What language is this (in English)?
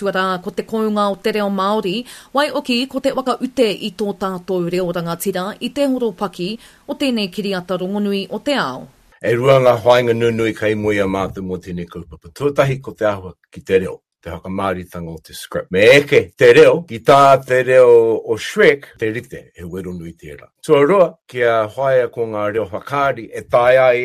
Māori